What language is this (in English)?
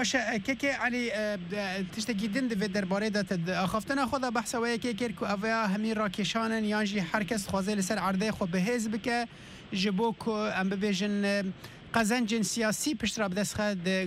Kurdish